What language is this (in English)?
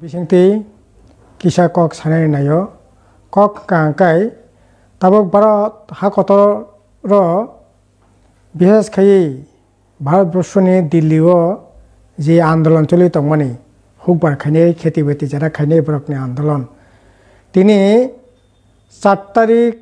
Kok Borok